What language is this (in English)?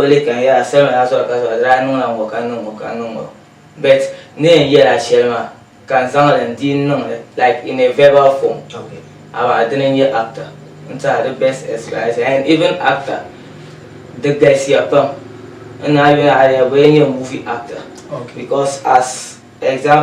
Dagbani